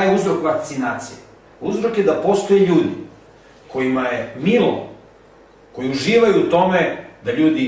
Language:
Serbian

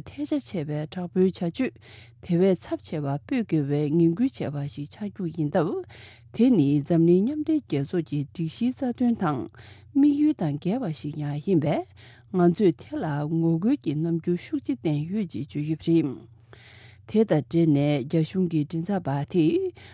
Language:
Tibetan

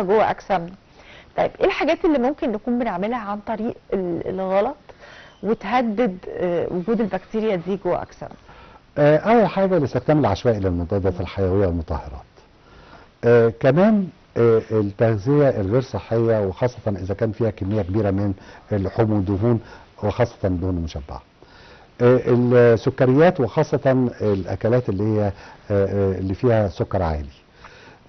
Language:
Egyptian Arabic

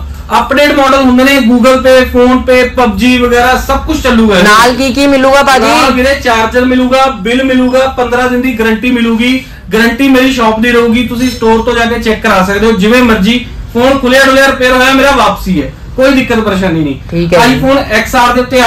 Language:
Punjabi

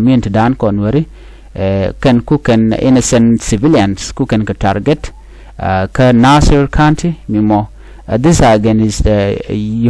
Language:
Nuer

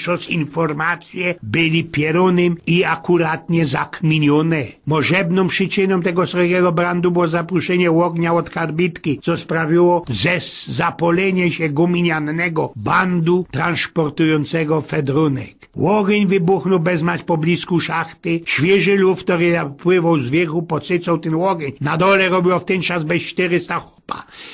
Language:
Silesian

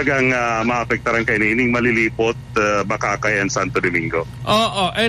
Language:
Bikol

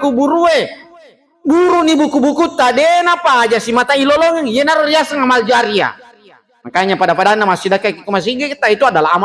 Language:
Buginese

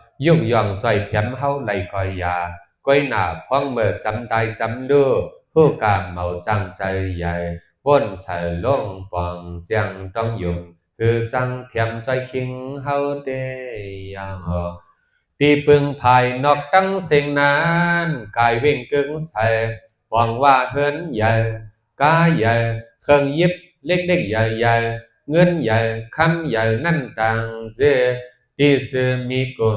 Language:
Shan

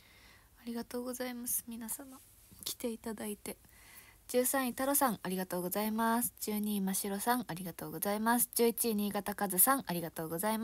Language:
Japanese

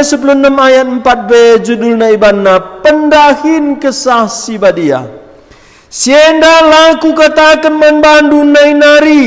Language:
Batak Karo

